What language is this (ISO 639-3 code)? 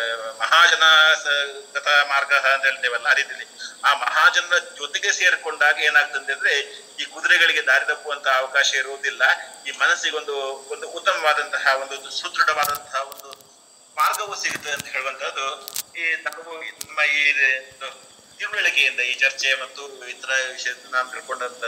kan